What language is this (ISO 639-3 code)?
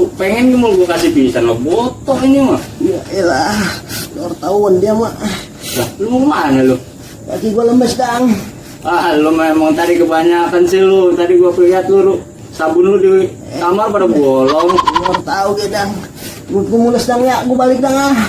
bew